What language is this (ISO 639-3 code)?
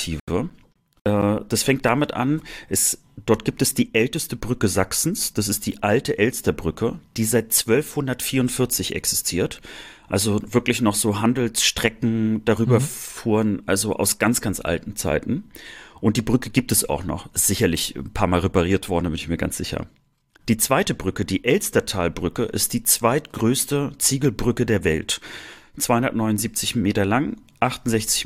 deu